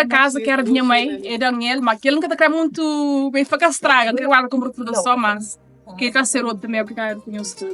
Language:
Kabuverdianu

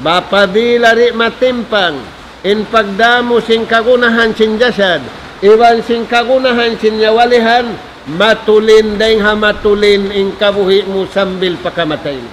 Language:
Tausug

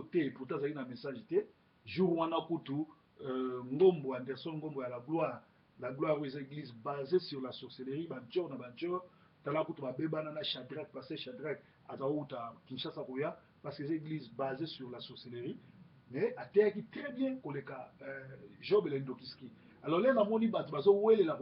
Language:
Lingala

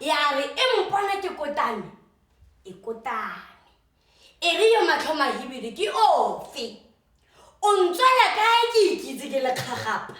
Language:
Tswana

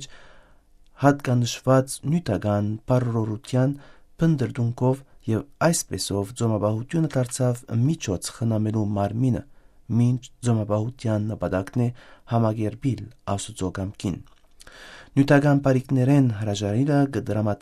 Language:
Western Armenian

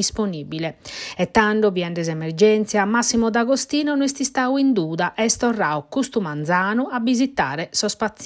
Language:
Sardinian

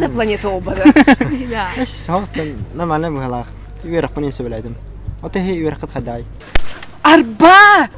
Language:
Yakut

